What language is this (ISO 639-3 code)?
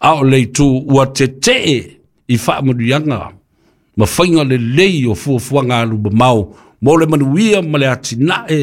smo